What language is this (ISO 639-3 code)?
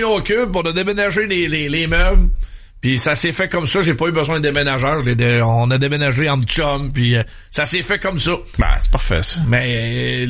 fra